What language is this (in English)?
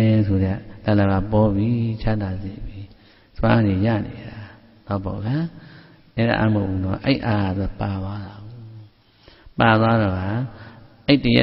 Burmese